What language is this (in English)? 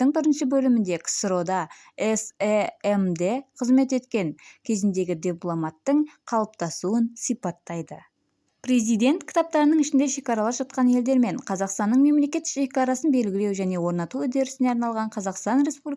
Kazakh